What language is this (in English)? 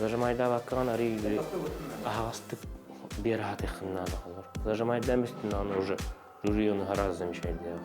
Yakut